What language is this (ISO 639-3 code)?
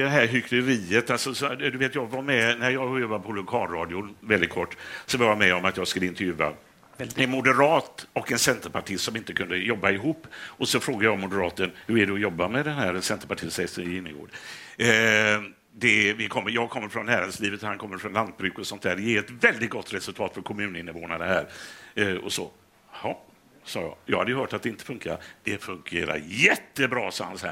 swe